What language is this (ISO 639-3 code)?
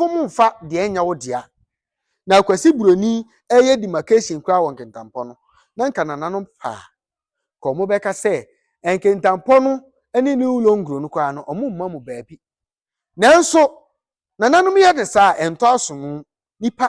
aka